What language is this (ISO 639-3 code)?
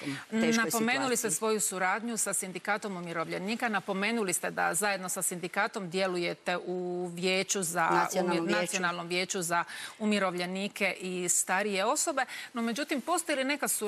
hrv